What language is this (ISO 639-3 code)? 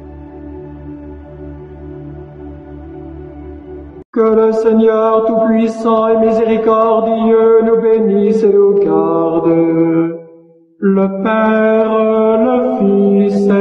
fra